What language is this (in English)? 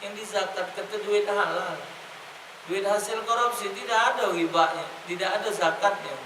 Musi